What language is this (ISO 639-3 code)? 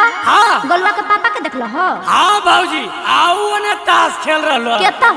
mag